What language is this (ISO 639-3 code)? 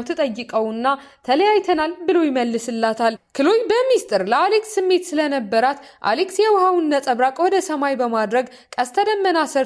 amh